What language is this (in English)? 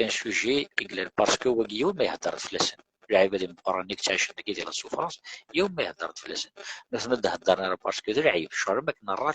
Kabyle